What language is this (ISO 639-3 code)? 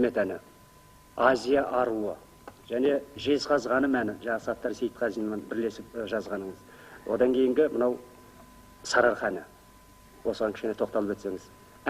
kaz